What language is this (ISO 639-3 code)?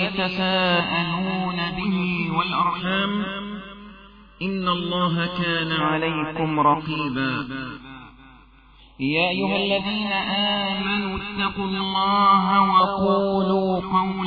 ara